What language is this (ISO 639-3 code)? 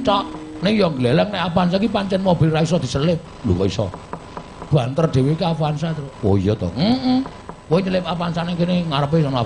jav